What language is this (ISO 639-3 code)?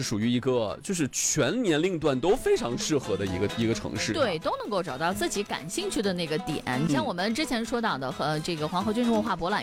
zho